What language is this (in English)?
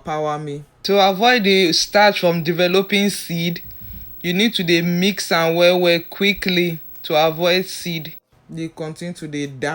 Nigerian Pidgin